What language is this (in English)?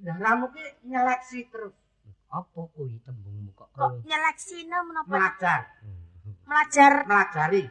Javanese